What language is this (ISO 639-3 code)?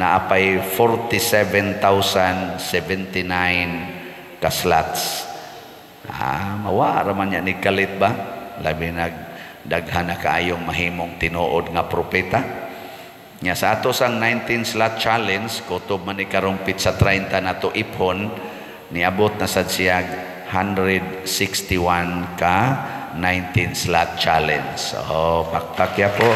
ceb